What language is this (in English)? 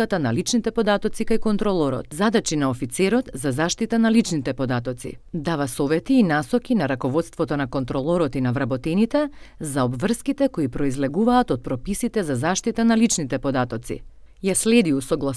Macedonian